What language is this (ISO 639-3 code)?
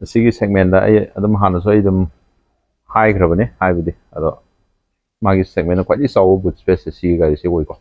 mni